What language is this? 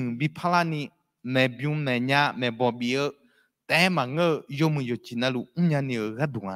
Akha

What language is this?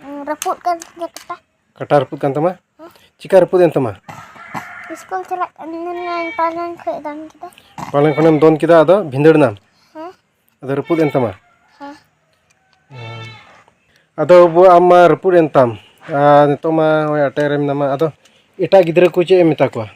Santali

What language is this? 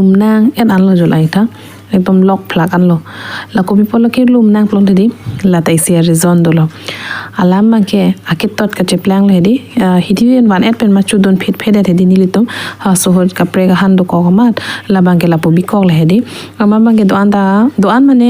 Karbi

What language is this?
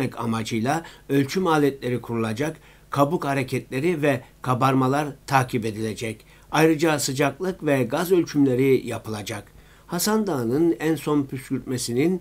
Turkish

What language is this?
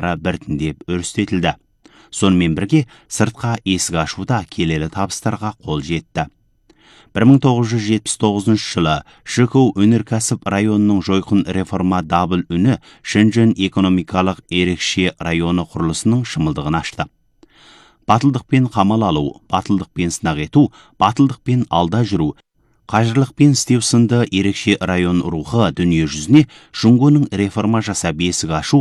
Kazakh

